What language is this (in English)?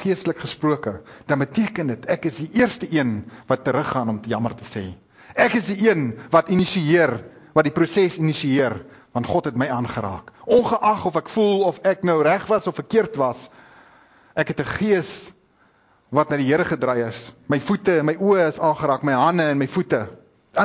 Afrikaans